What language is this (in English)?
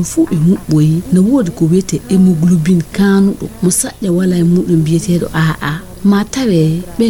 Fula